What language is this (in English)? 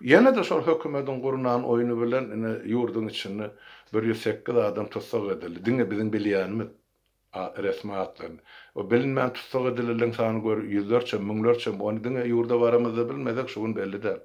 Turkmen